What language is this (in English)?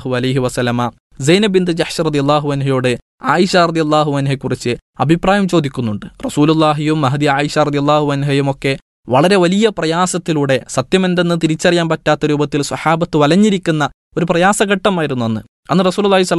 Malayalam